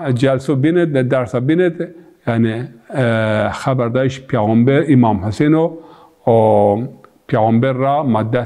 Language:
Zaza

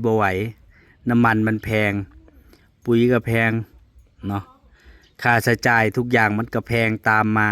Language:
Northeastern Thai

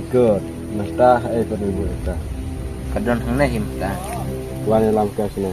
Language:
Khasi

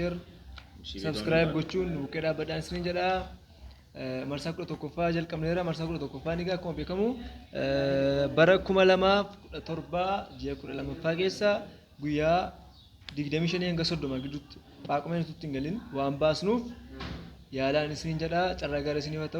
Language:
Oromo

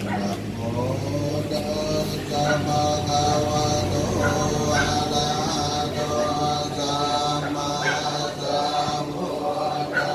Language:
Pali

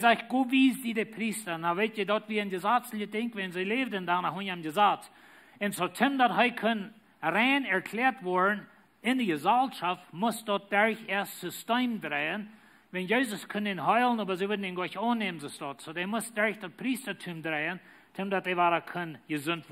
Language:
Plautdietsch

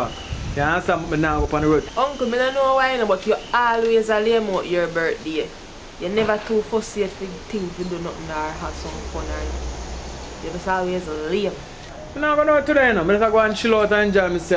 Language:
Jamaican Creole English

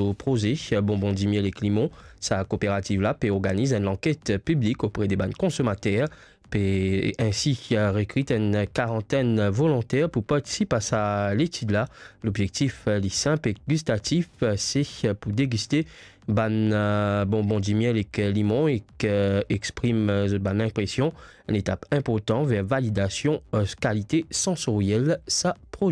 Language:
Morisyen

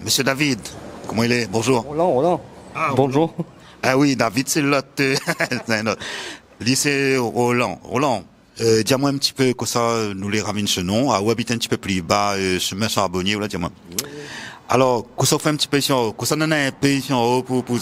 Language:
Réunion Creole French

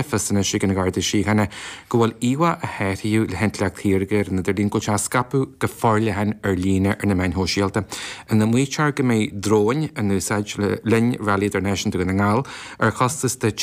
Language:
Irish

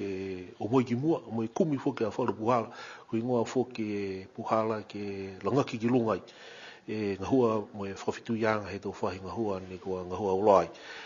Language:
Niuean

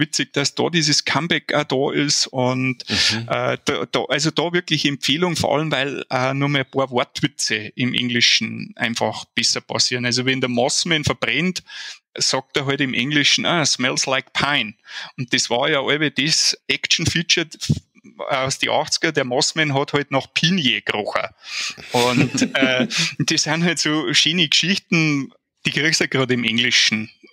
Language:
Bavarian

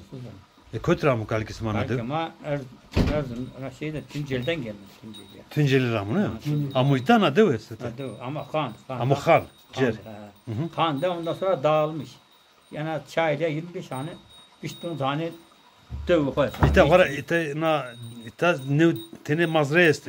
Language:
Zaza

